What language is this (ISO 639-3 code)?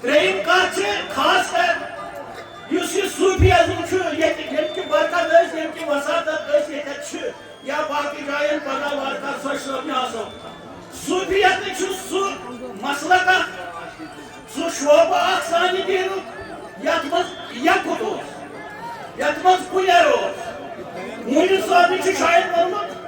kas